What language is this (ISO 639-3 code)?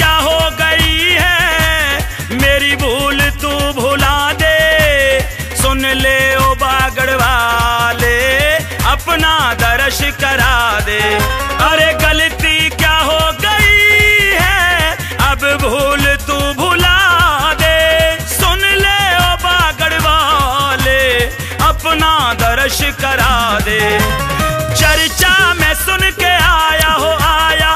hin